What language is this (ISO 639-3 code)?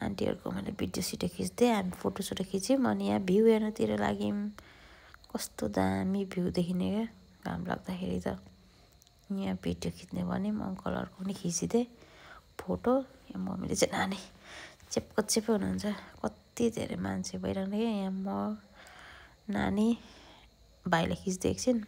nep